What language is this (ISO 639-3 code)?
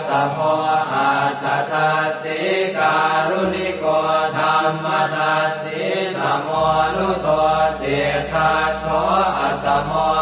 pli